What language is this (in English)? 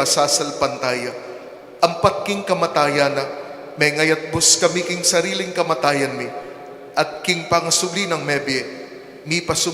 Pampanga